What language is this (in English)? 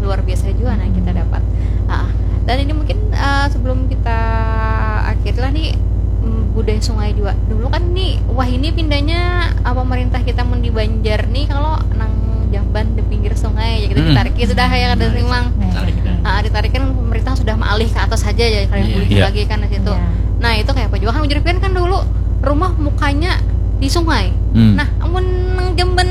Banjar